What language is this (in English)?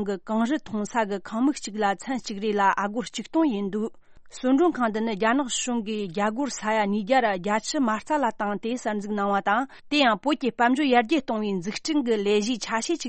Tibetan